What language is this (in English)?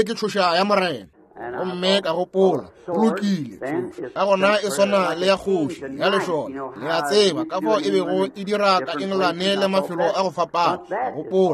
Northern Sotho